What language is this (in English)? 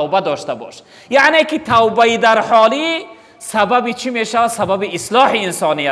Tajik